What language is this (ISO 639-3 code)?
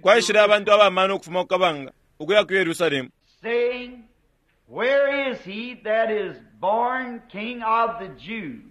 bem